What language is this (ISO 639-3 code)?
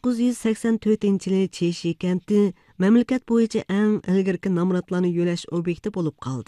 uig